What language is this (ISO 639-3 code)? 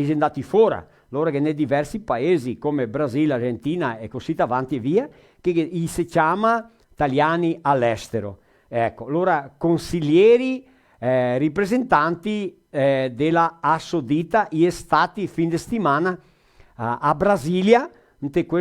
vec